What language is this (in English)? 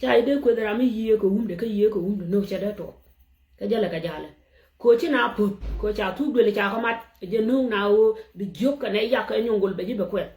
Nuer